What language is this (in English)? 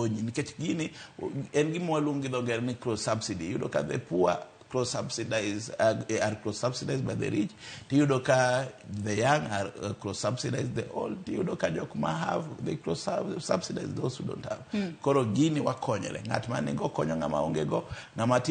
Luo (Kenya and Tanzania)